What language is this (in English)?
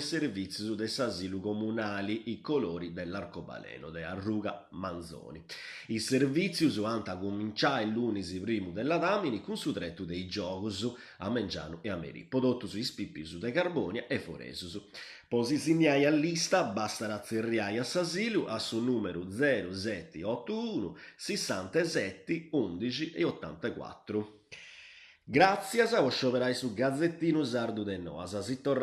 Sardinian